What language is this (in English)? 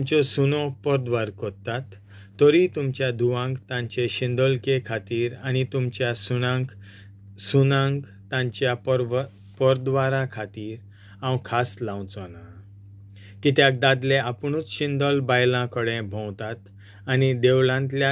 Konkani